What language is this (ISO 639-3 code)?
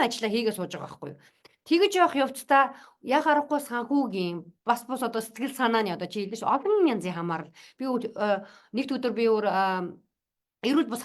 mon